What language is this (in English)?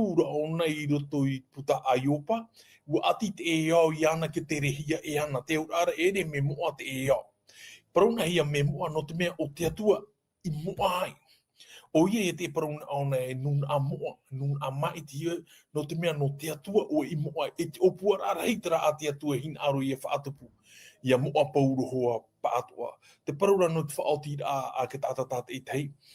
Tahitian